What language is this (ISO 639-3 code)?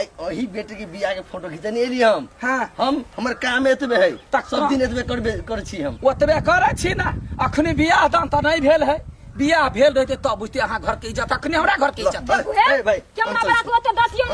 mai